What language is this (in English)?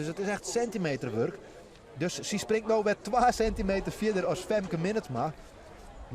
Western Frisian